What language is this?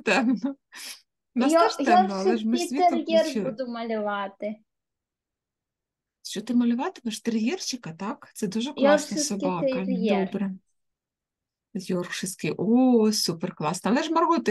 Ukrainian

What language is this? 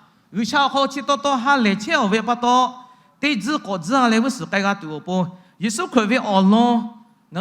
Lahu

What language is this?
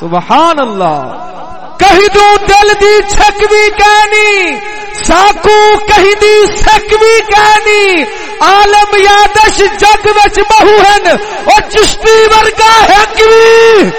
Saraiki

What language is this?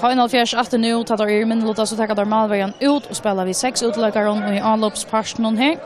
Faroese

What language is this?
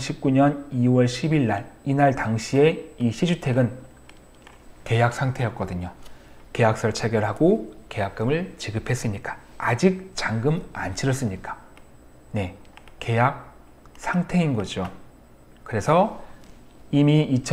Korean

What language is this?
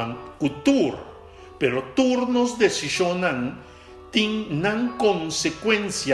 Papiamento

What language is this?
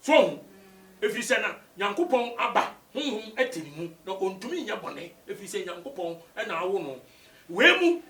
Akan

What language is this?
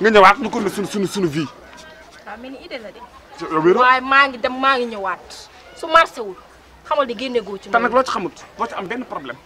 Wolof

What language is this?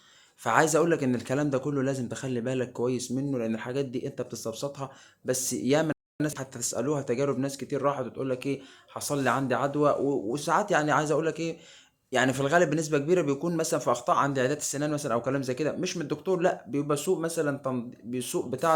Egyptian Arabic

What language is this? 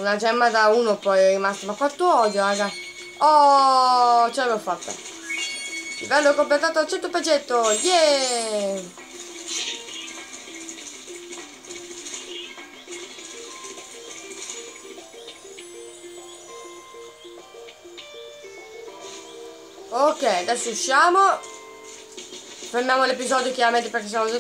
Italian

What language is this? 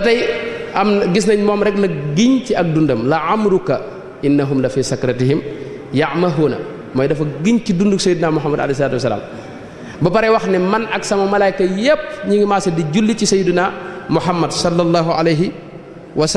Wolof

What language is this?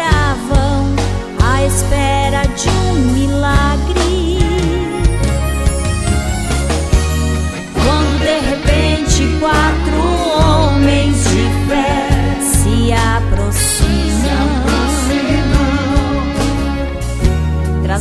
Portuguese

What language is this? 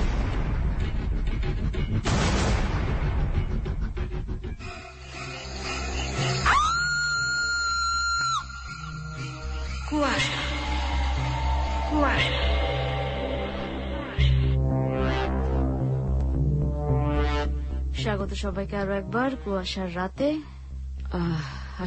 Bangla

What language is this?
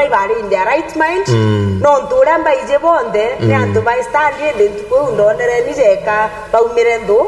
Meru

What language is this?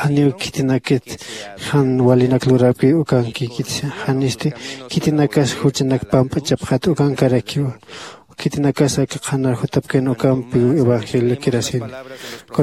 Aymara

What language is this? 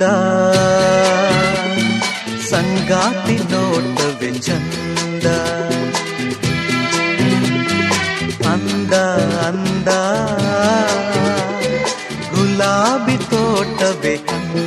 Kannada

